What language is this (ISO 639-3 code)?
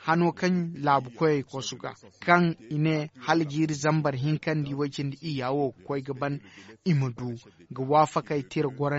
dje